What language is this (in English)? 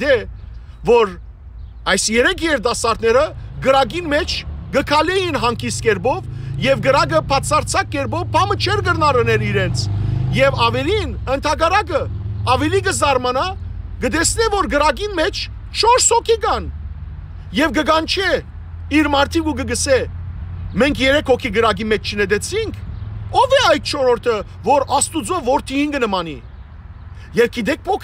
Western Armenian